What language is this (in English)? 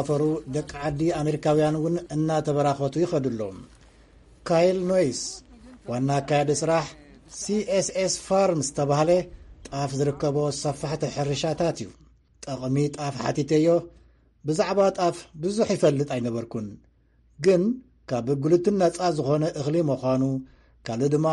Tigrinya